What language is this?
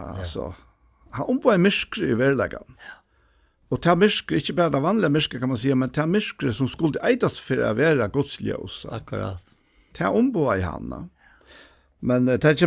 Faroese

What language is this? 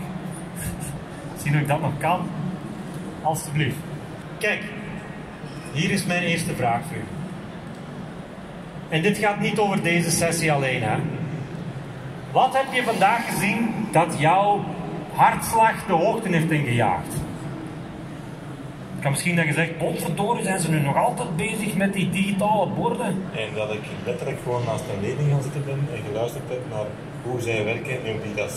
Dutch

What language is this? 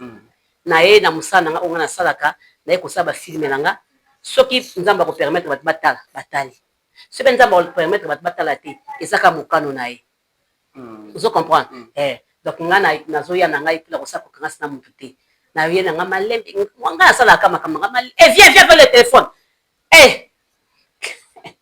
Lingala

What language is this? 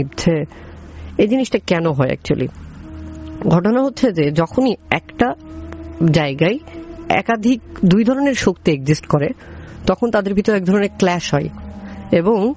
Bangla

